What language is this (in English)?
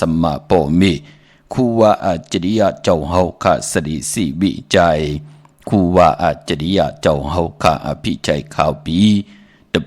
Shan